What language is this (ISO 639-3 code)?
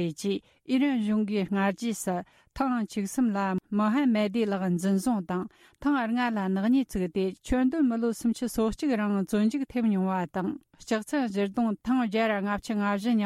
bod